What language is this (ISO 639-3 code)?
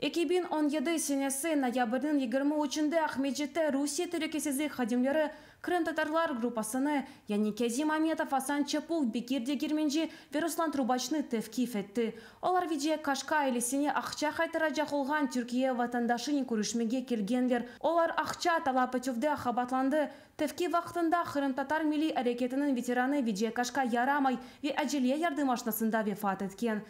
crh